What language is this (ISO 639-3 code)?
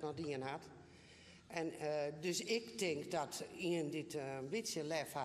fry